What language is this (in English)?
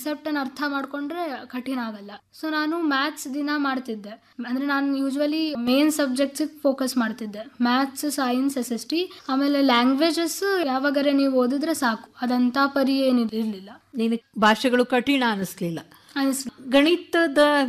Kannada